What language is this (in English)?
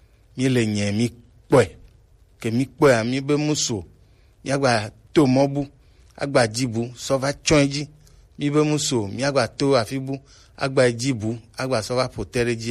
Gen